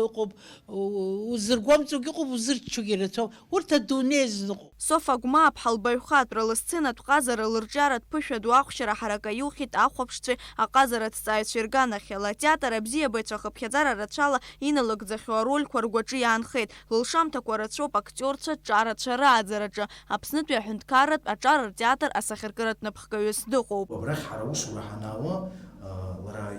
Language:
Abkhazian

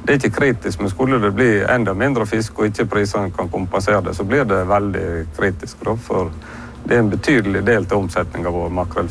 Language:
Norwegian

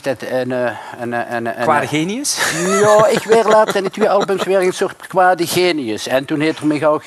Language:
Dutch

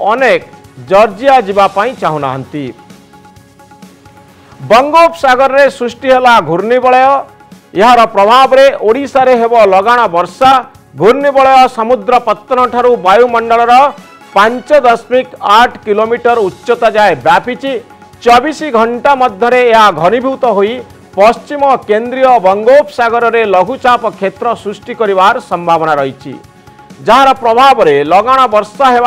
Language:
Odia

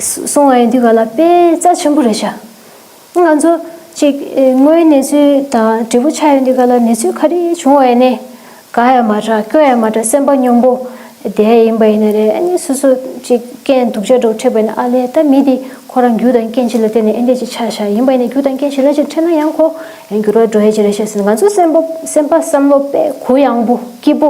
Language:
Tibetan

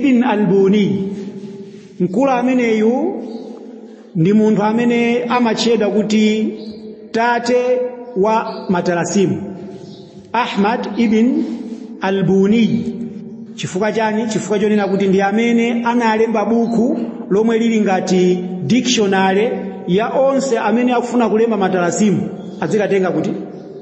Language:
Nyanja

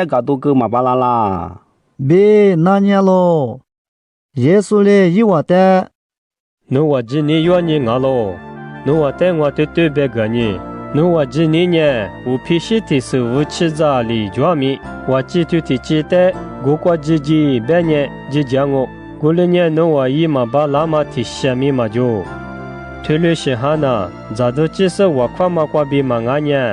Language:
Lisu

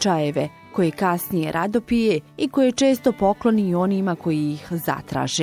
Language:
Bosnian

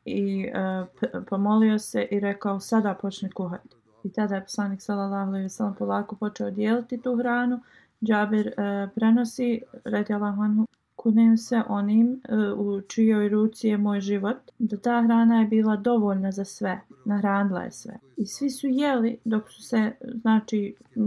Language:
Bosnian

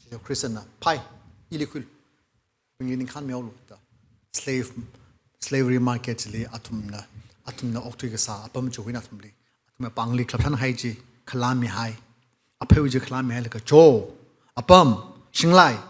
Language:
Tangkhul Naga (India)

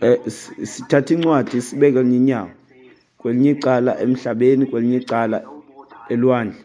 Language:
Xhosa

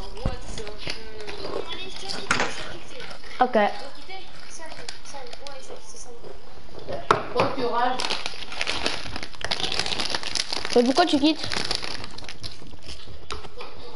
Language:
French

